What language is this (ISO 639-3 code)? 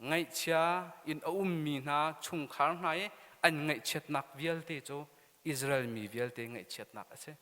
cnh